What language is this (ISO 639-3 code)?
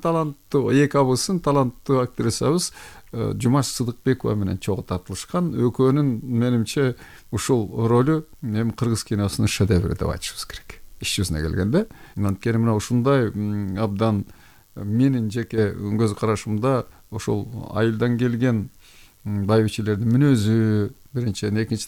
kir